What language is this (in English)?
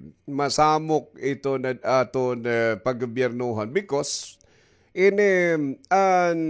Waray